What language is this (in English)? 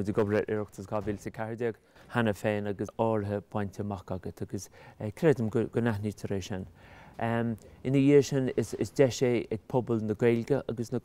Irish